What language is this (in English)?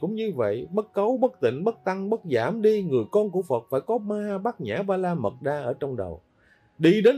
Vietnamese